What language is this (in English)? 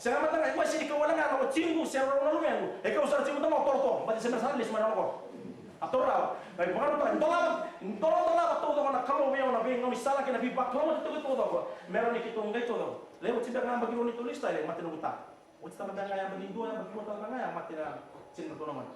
Fijian